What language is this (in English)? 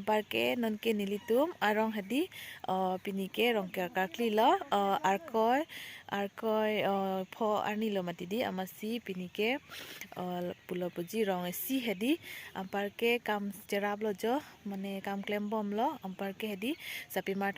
Karbi